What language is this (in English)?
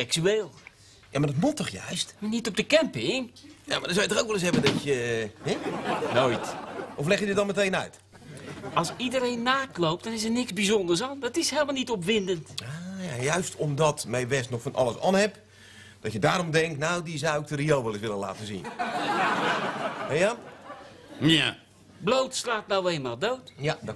Dutch